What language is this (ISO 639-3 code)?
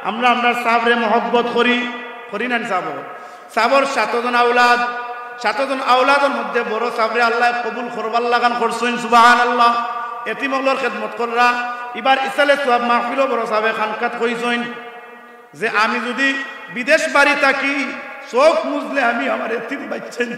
syl